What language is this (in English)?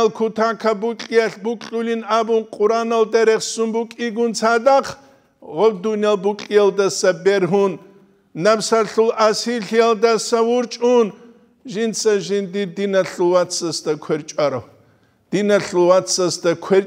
Avaric